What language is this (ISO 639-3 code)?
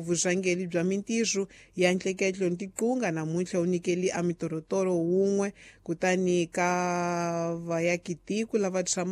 tso